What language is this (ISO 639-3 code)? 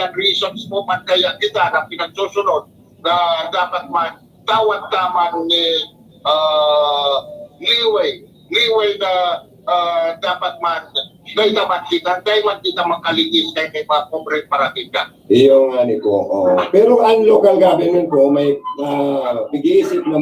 bik